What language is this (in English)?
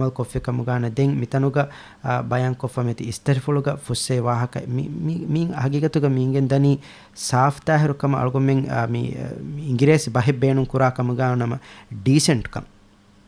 Divehi